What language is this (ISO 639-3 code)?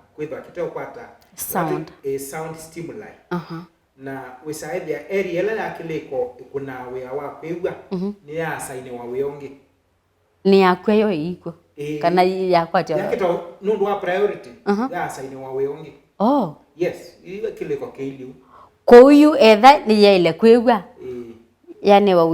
kam